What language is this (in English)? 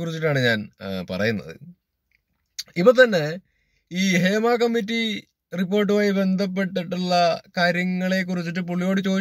Malayalam